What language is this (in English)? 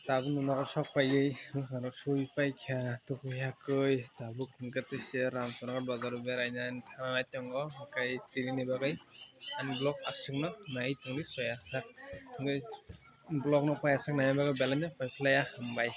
Kok Borok